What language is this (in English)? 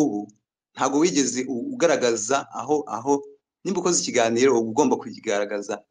Kinyarwanda